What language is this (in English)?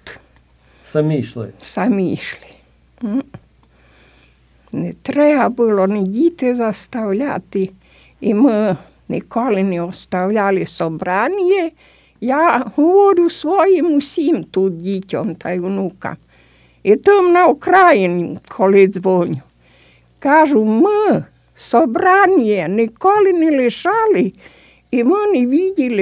Ukrainian